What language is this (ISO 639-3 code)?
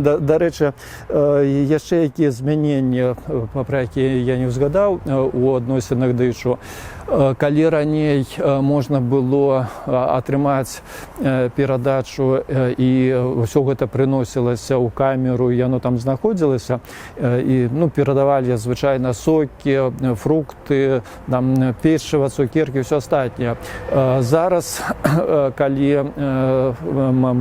bel